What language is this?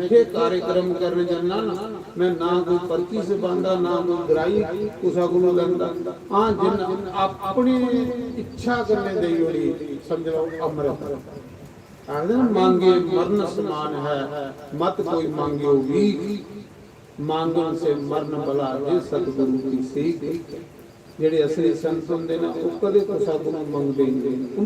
Dogri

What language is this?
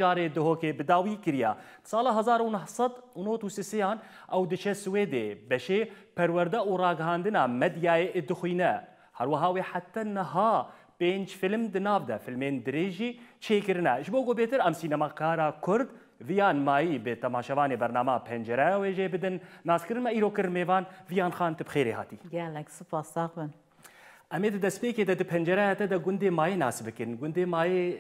Kurdish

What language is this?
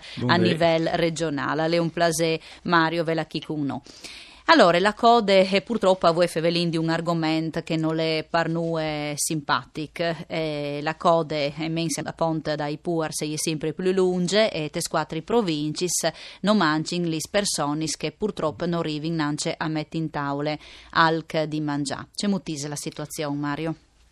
Friulian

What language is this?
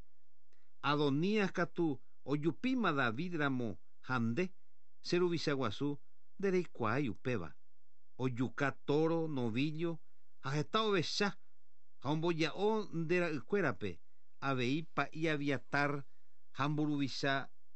Guarani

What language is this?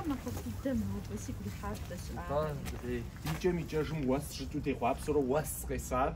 Kabardian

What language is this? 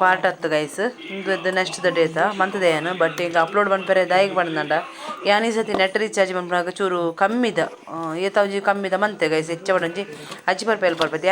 Tulu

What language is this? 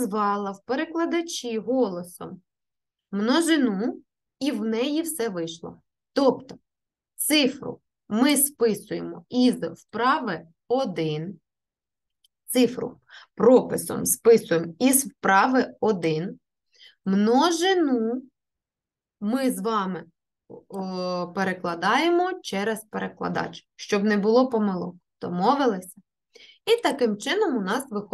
Ukrainian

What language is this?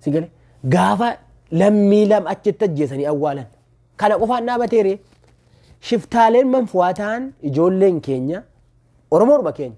Oromo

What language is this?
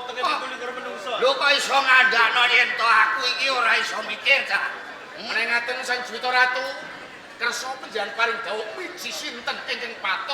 Javanese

